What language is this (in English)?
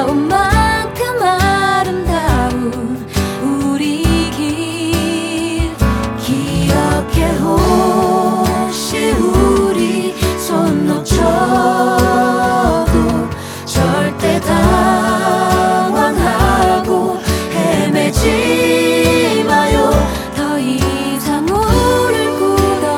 Korean